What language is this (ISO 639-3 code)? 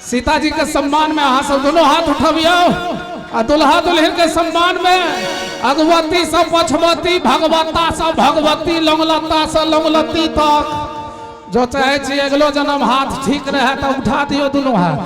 mai